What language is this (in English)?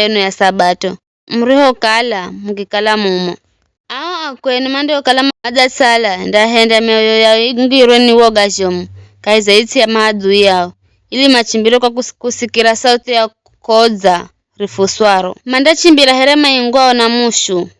Giryama